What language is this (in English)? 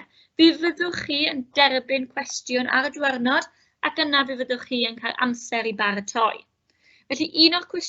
Welsh